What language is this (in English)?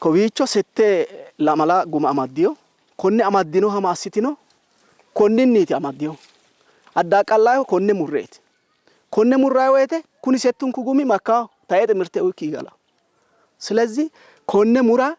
Sidamo